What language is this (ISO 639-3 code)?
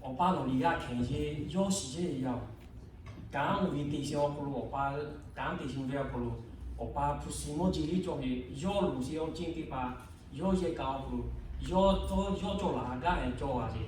lhu